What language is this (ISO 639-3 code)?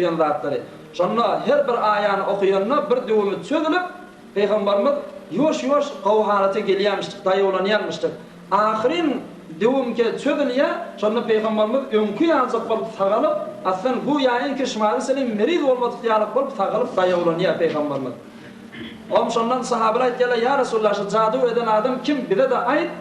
tuk